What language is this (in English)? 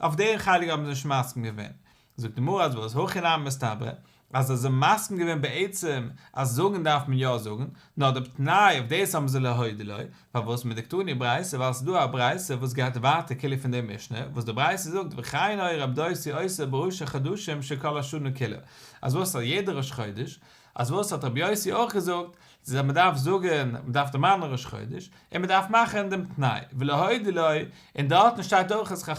Yiddish